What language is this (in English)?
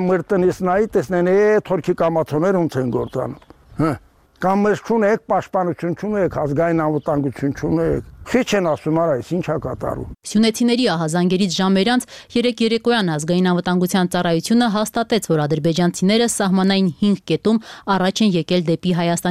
Armenian